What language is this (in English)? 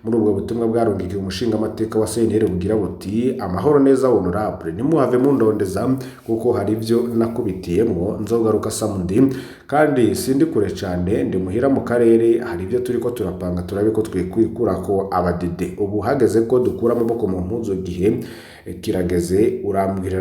Rundi